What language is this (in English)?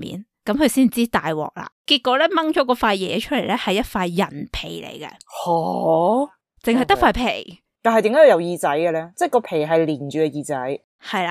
Cantonese